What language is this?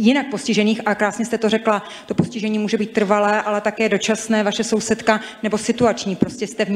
Czech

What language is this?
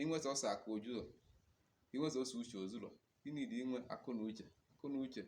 Igbo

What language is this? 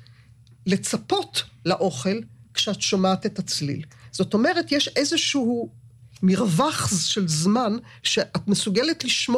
Hebrew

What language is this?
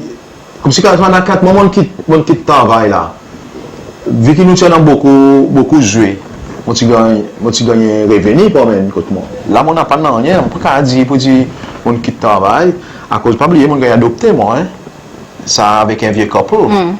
Seselwa Creole French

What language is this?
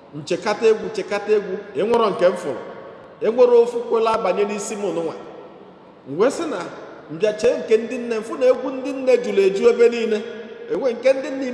Igbo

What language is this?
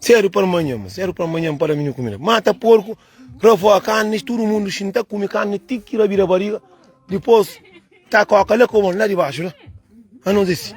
Kabuverdianu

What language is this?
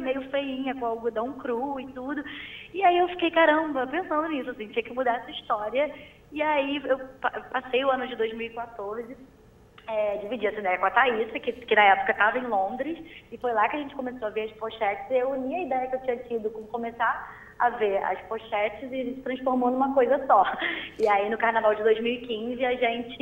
Portuguese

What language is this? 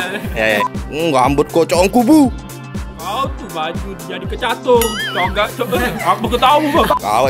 Musi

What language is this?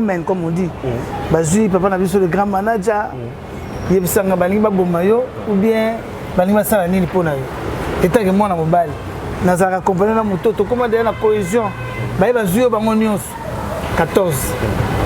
Lingala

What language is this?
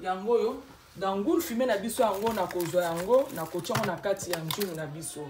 Lingala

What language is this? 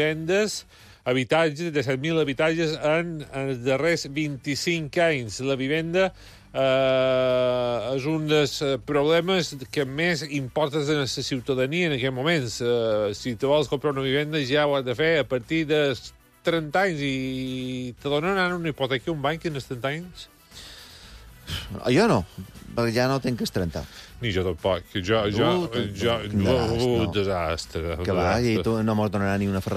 Catalan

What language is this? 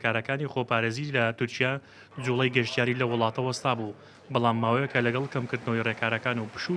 Central Kurdish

